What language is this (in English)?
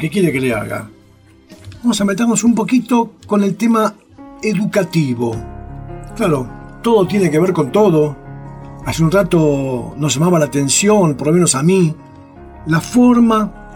Spanish